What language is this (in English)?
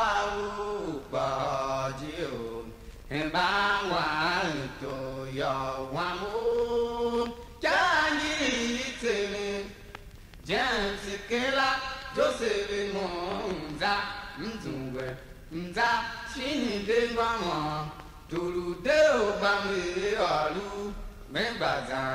Tiv